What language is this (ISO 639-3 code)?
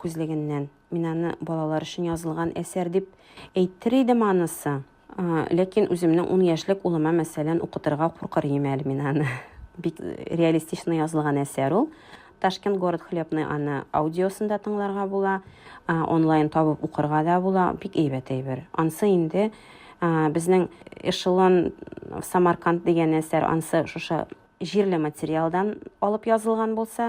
tat